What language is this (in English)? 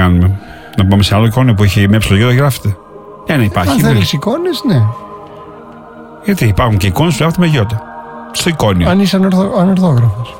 Greek